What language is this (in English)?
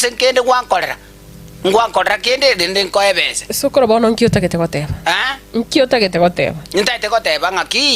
Gusii